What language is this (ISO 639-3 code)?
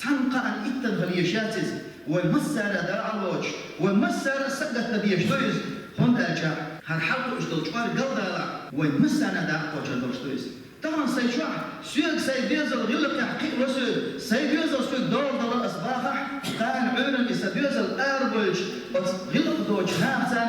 che